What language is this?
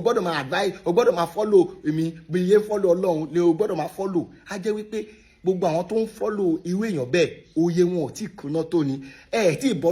Yoruba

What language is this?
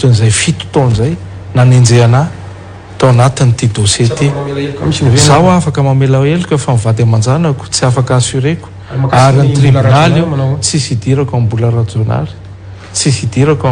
Malagasy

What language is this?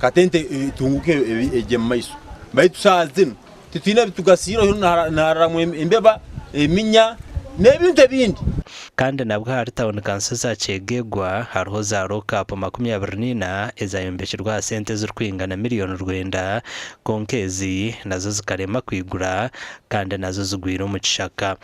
Nyankole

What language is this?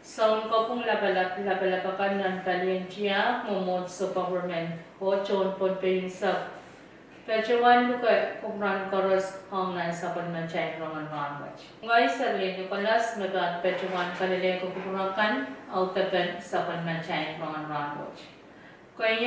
Pohnpeian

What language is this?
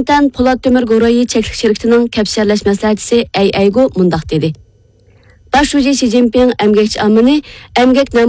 Uyghur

